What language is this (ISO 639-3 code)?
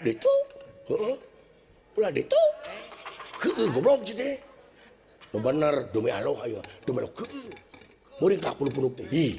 sun